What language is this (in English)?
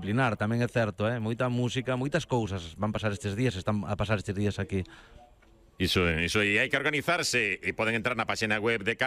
Galician